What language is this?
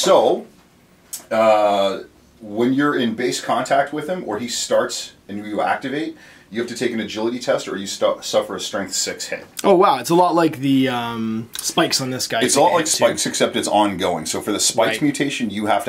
English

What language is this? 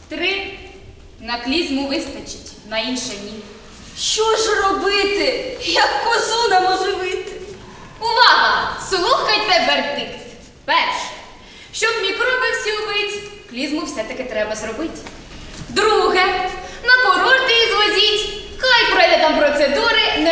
Ukrainian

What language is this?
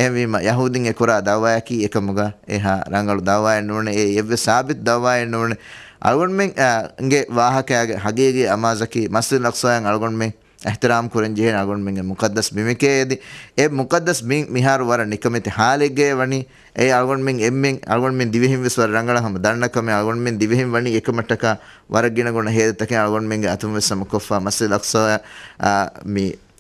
Divehi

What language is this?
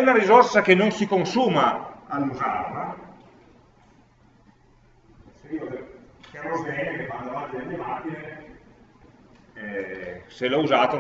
Italian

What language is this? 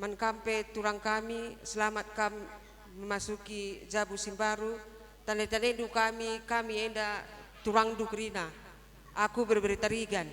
Batak Karo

